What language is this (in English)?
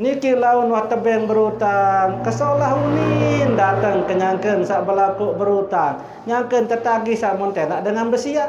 Sasak